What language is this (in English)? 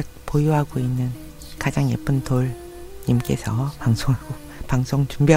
Korean